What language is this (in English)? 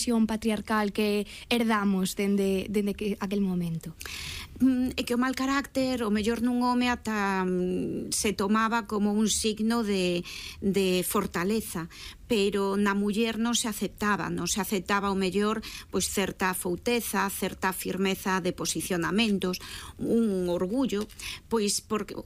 Galician